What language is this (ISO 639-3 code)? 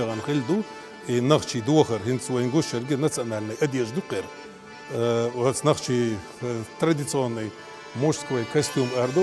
che